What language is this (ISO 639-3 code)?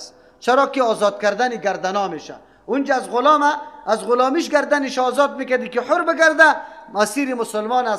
fas